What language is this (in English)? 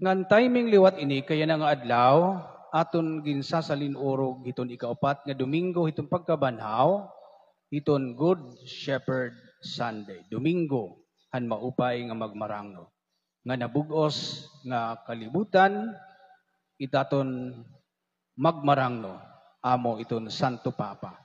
Waray